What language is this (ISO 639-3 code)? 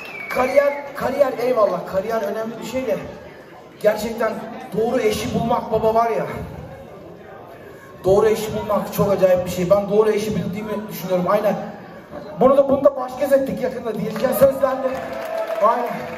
tur